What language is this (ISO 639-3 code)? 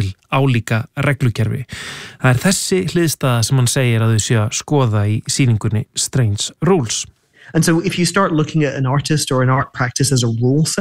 isl